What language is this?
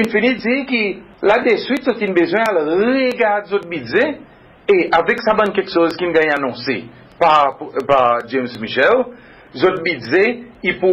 Seselwa Creole French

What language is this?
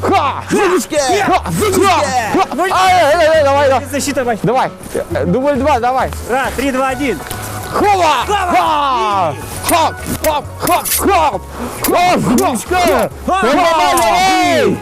Udmurt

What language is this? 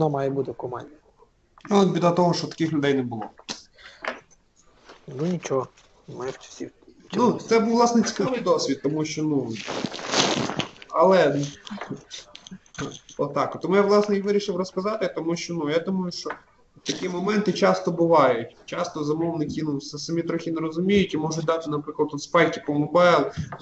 Ukrainian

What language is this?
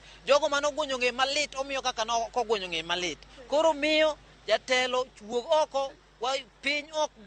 Luo (Kenya and Tanzania)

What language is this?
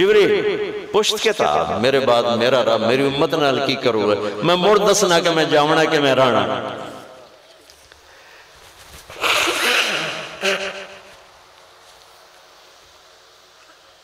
Urdu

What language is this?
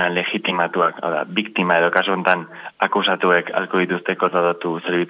Basque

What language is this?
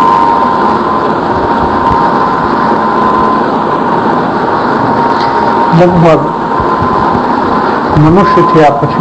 Gujarati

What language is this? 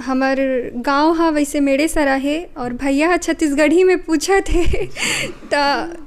Chhattisgarhi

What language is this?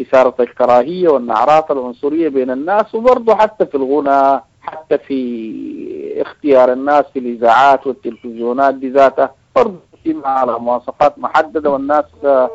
Sudanese Arabic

